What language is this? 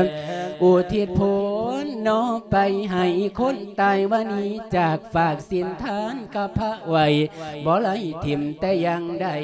Lao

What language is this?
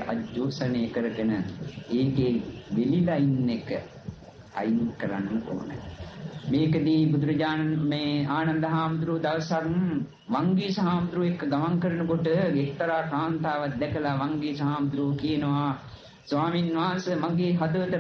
Sinhala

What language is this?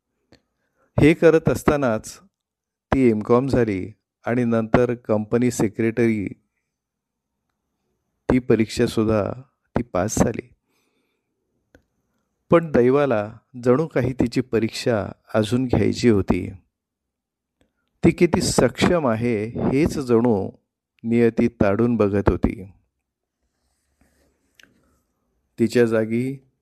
Marathi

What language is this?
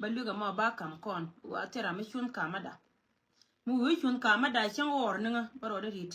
Nuer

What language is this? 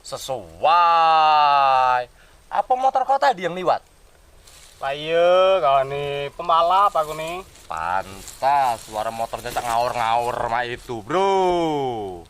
Musi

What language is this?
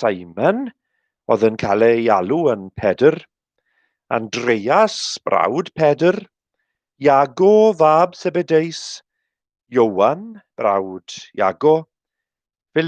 Welsh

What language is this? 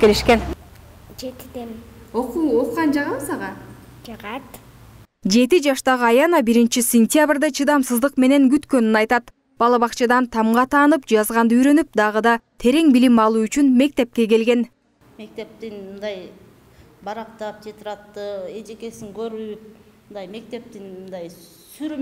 Kyrgyz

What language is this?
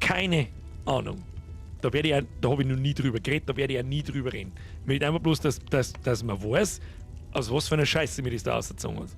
Bavarian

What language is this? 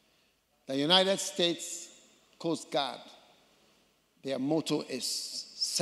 English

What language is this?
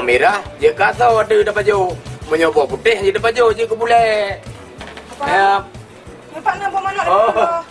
Achinese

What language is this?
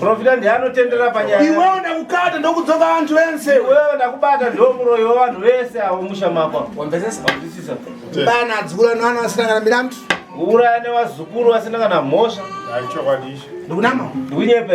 Shona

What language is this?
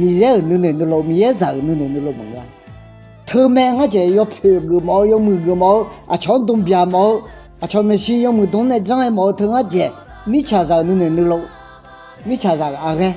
Akha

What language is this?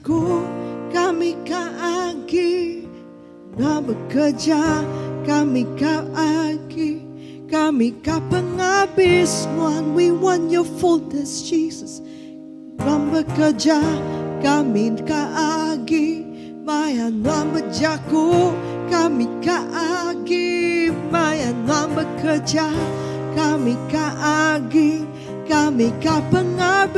Iban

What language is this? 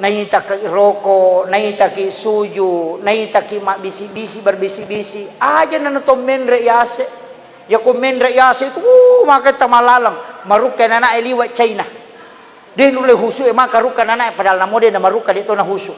Buginese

